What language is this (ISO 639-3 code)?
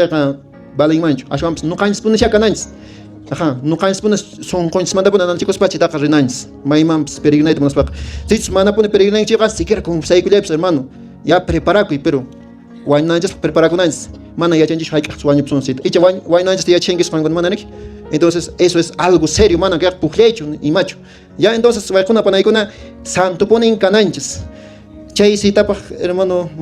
que